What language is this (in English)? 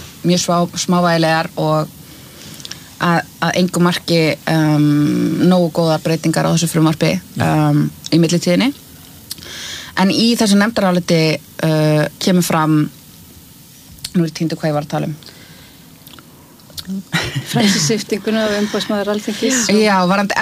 Icelandic